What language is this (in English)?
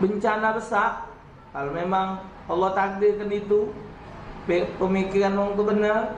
Musi